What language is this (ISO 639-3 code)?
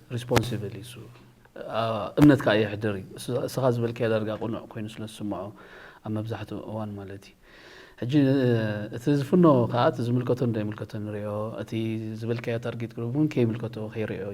tir